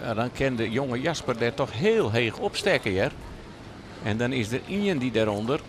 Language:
Western Frisian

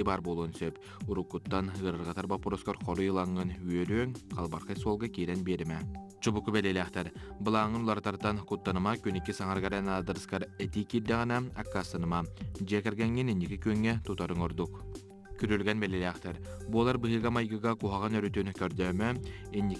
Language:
Yakut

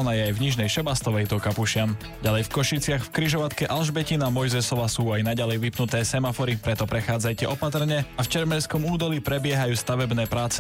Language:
Slovak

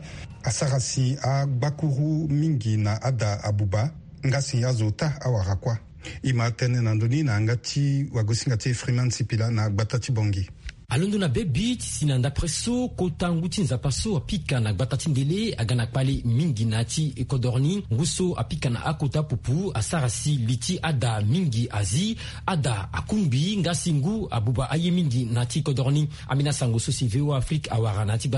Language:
Sango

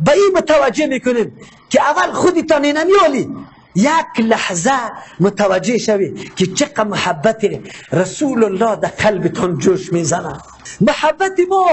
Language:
Tajik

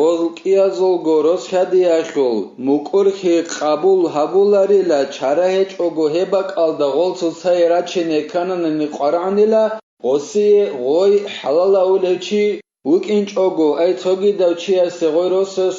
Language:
Avaric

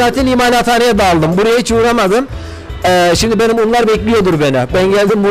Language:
Turkish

